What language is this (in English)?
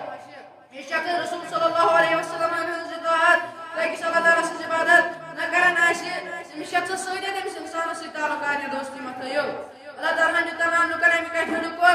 Kashmiri